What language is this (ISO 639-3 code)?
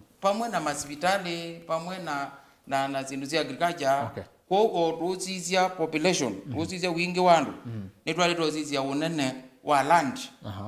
kam